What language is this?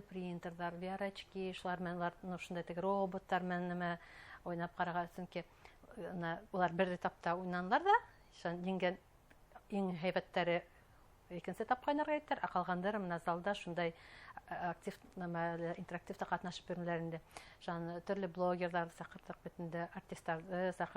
Bashkir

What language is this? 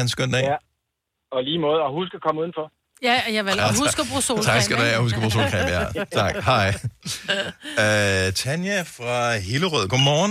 Danish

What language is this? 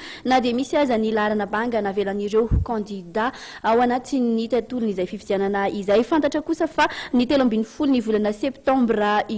Malagasy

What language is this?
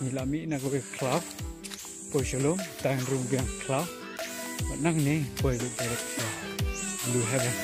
Khasi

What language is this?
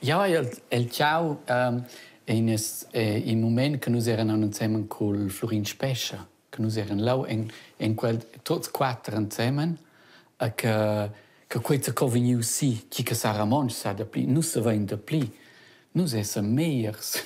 Romansh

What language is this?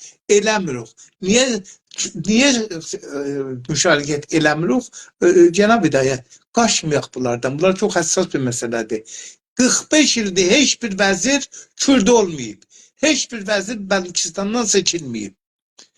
South Azerbaijani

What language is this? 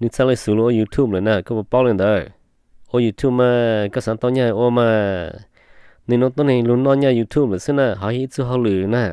Hmong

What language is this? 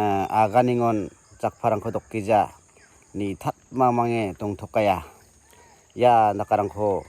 Garo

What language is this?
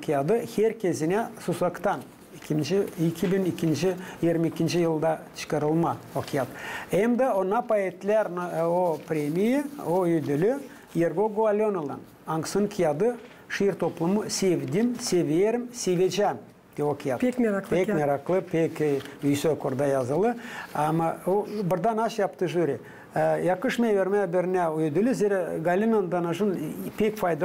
Gagauz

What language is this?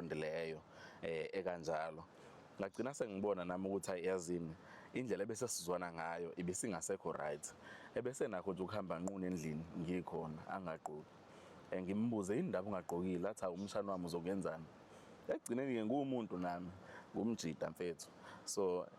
Zulu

